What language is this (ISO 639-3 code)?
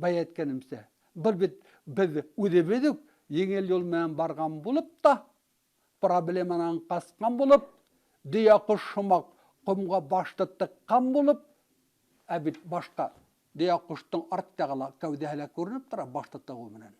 bak